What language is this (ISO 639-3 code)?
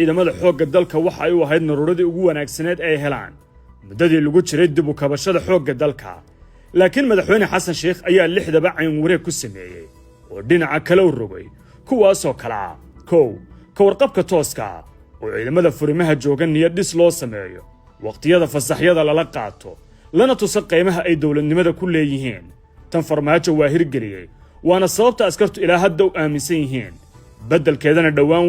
som